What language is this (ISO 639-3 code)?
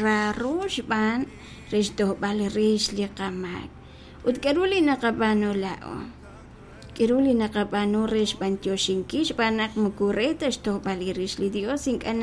kek